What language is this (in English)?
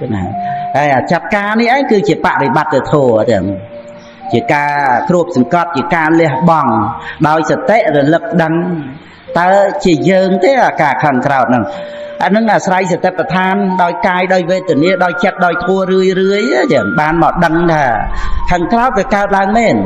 Khmer